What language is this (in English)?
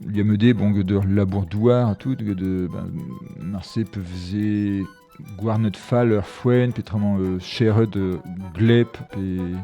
Breton